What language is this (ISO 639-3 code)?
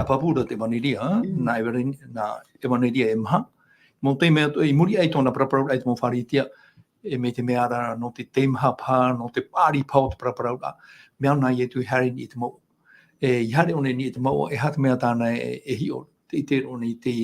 tah